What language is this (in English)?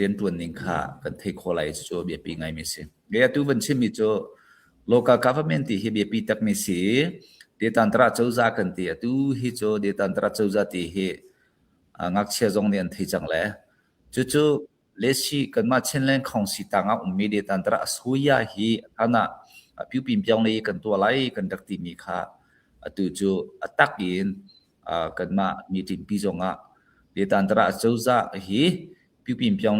Hakha Chin